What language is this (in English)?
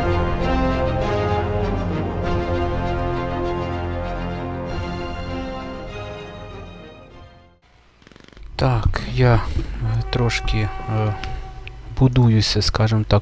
Ukrainian